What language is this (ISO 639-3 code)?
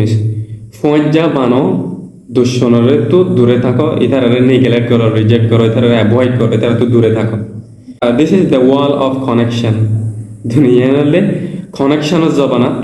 rhg